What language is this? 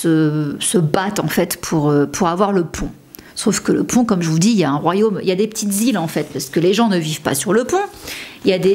French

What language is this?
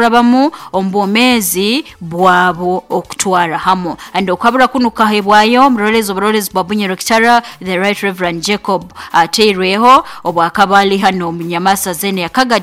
Nyoro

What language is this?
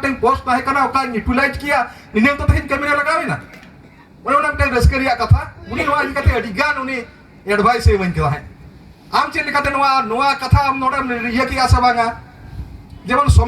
Santali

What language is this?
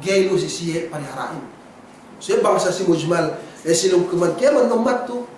Yakan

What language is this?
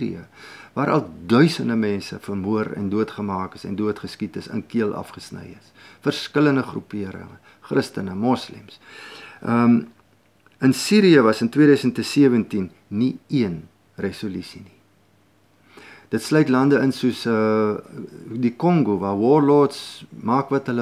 Afrikaans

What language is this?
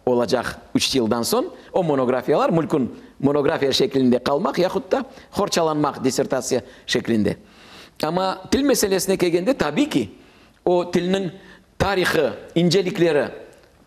Crimean Tatar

